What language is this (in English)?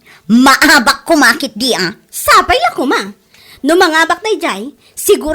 Iloko